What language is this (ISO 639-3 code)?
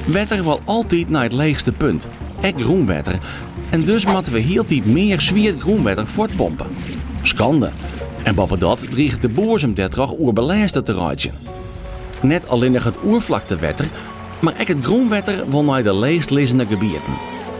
fry